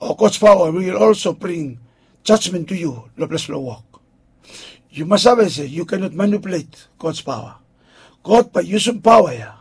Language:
Bislama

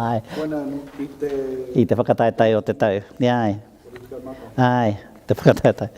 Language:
Māori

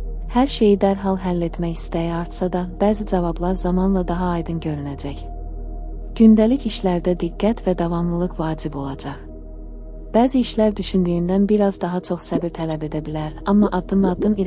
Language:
Azerbaijani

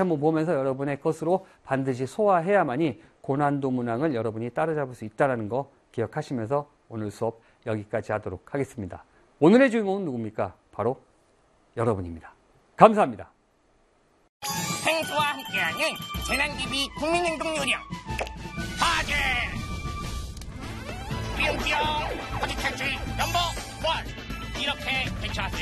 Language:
Korean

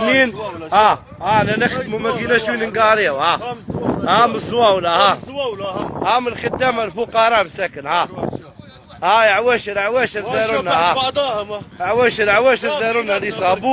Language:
Algerian Arabic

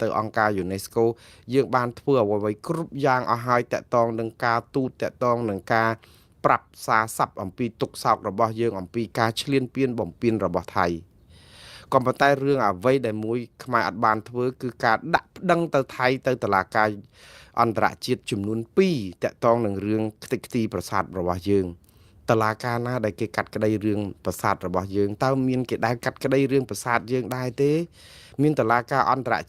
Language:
Khmer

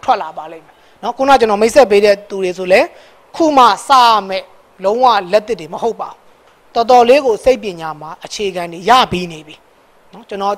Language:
Burmese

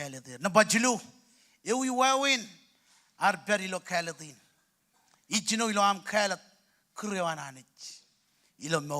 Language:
Marshallese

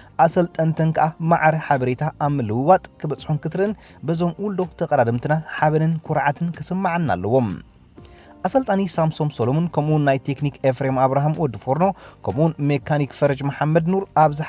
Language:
Tigrinya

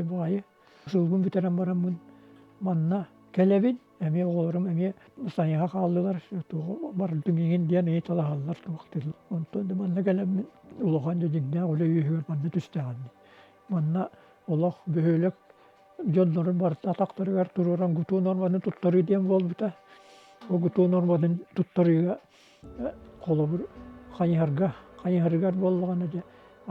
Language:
Yakut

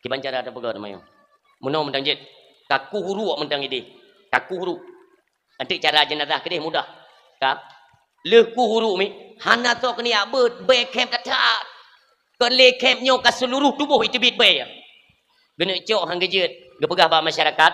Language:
Achinese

